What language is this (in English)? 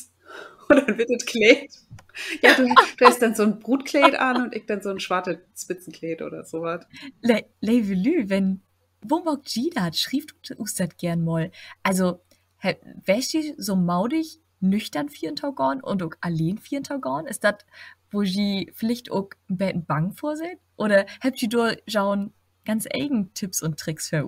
Low German